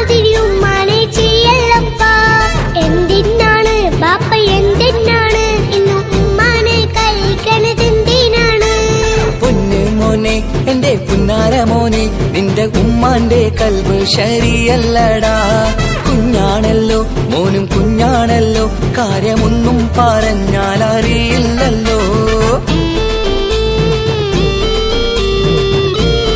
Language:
Malayalam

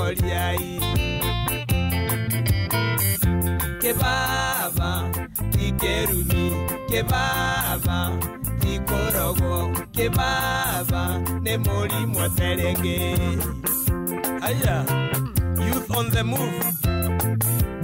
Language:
Kikuyu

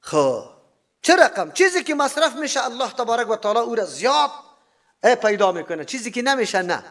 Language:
Persian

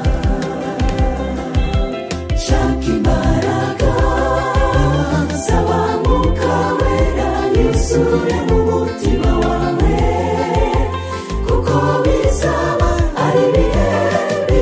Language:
Kinyarwanda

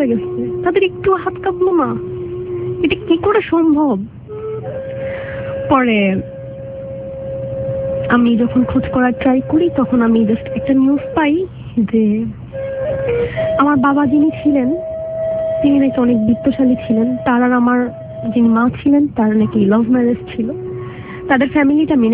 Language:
Bangla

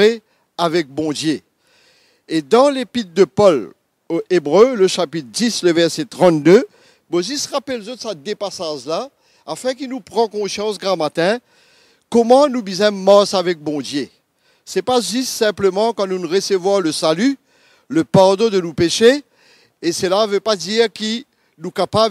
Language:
Morisyen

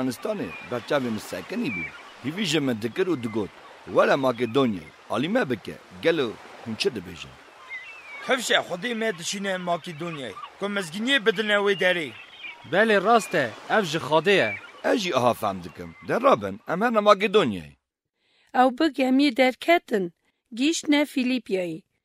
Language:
Kurdish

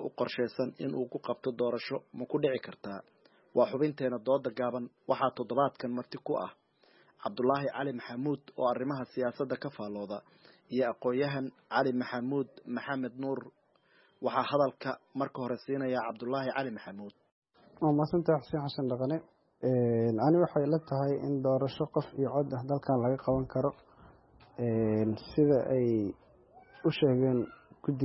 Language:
Somali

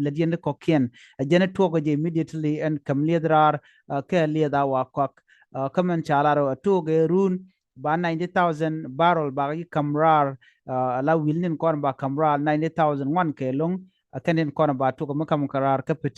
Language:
Nuer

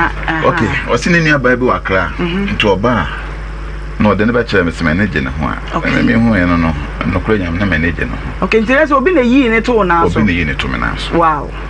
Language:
Akan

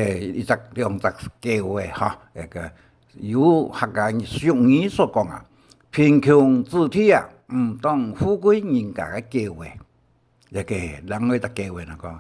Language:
Hakka Chinese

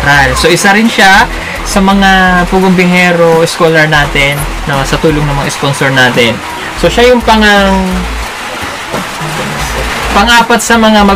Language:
Filipino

